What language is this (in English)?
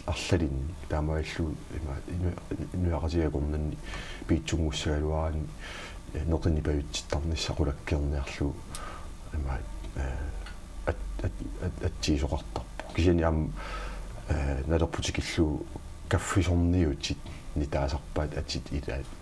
Kalaallisut